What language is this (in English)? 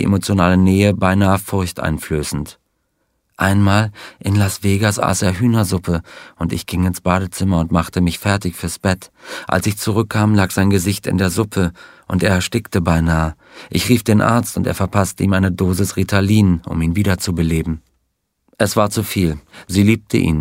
German